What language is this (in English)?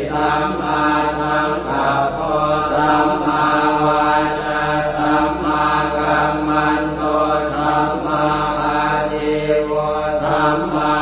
Pali